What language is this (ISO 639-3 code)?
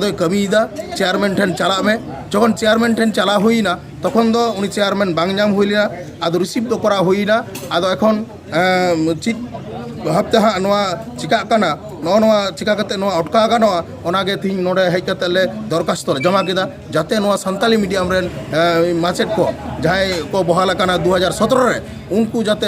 sat